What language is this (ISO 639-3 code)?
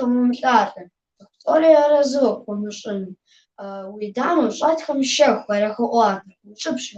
kbd